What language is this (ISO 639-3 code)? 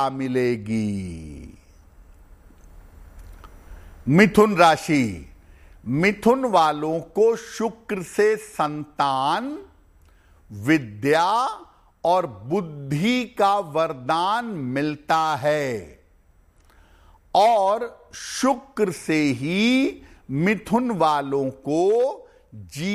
hin